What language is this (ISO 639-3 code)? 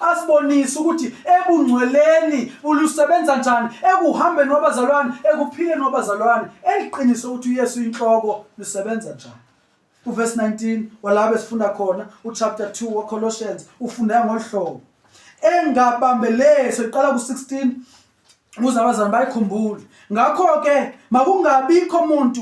zul